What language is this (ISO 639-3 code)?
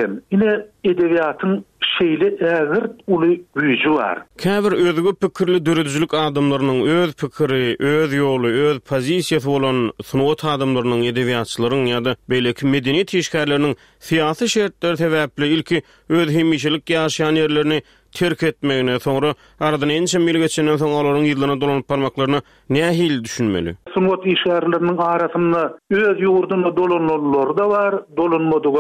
tuk